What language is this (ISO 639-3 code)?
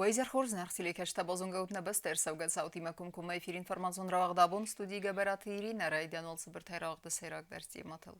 oss